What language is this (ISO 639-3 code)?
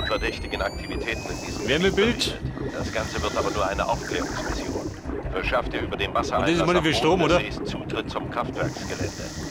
bar